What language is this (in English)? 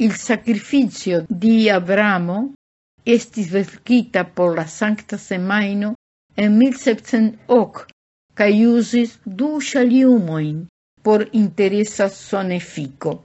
Esperanto